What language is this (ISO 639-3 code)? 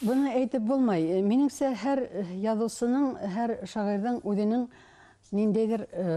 bak